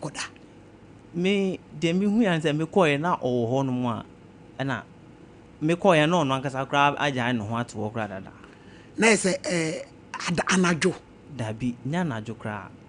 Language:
Akan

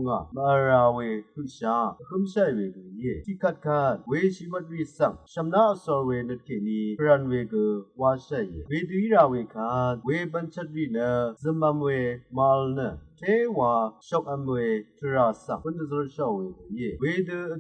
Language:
Rawang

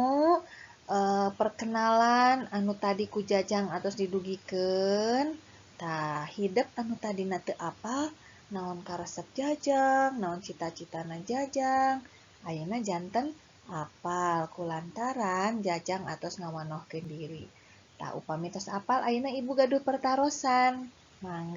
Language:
Sundanese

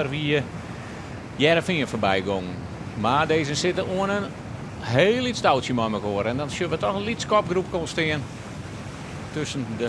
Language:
Western Frisian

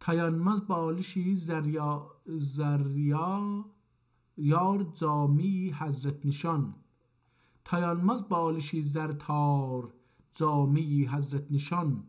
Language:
South Azerbaijani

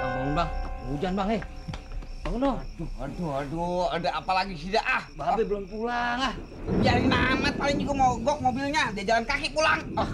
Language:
Betawi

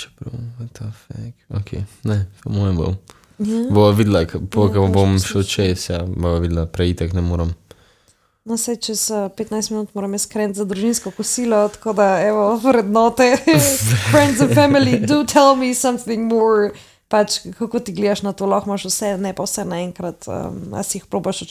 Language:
Slovenian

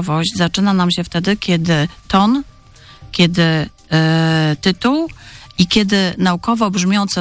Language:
Polish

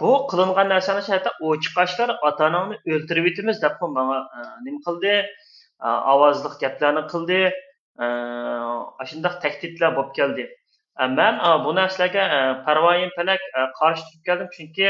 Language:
Uyghur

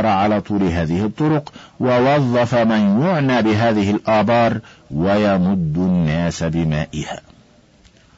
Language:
Arabic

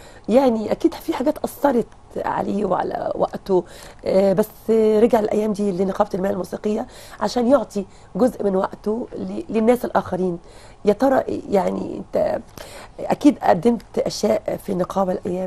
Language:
Egyptian Arabic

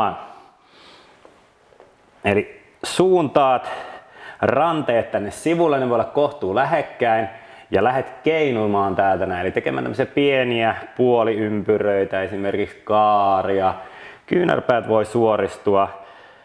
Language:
Finnish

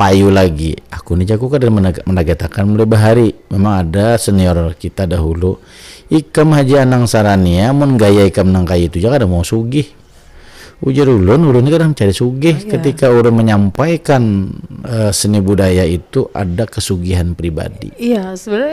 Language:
Banjar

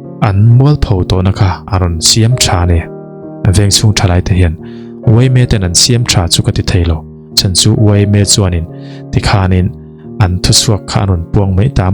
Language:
Mizo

